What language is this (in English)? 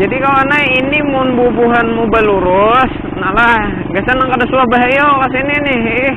Banjar